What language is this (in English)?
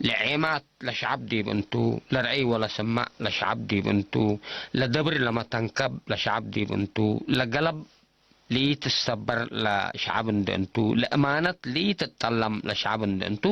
Tigre